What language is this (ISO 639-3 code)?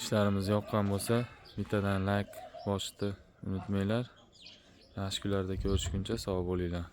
uzb